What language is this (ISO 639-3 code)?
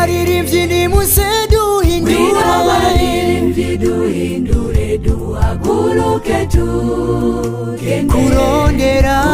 run